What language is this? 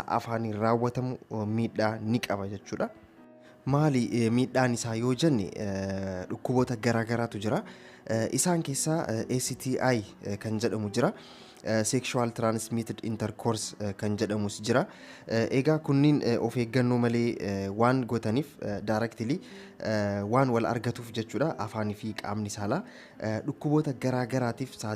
Oromo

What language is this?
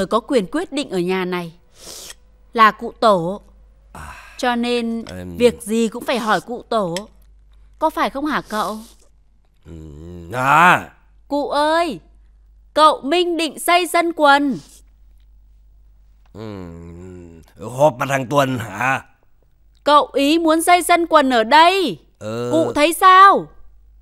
Vietnamese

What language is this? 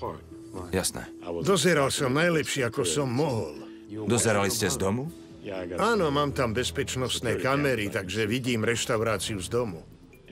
Slovak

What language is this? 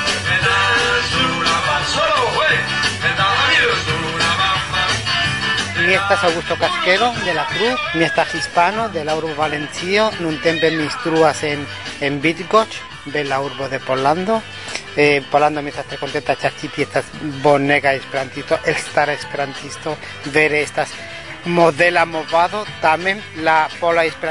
Esperanto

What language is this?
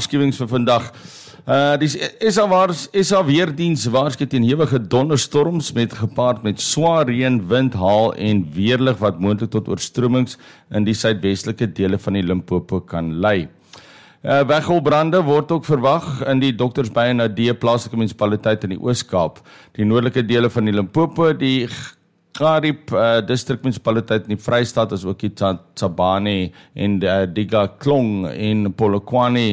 Afrikaans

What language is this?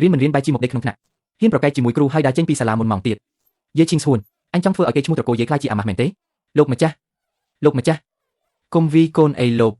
Khmer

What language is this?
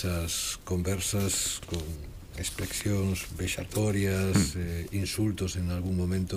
Galician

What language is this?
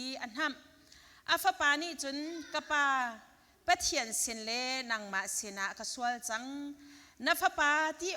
Hakha Chin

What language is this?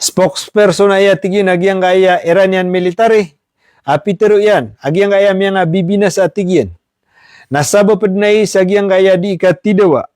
Maranao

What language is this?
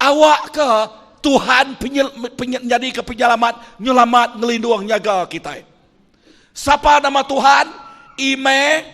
Iban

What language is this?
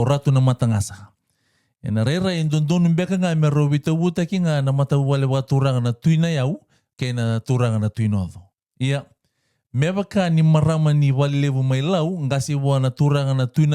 Fijian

